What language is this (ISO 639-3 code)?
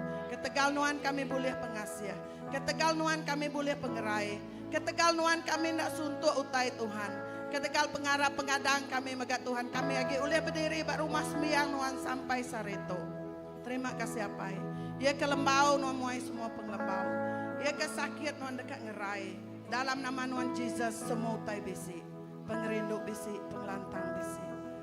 iba